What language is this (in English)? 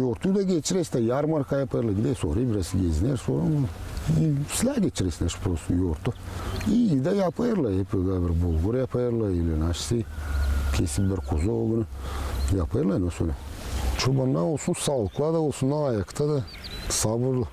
Gagauz